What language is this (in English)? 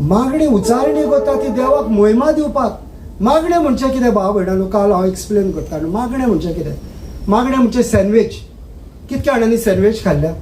Konkani